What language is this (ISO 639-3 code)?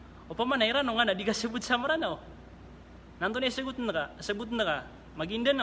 mrw